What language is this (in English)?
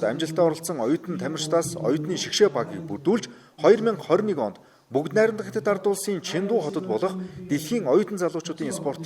Mongolian